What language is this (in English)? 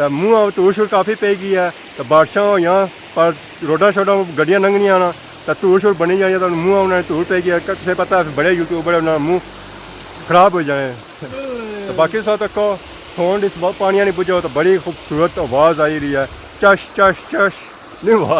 Pahari-Potwari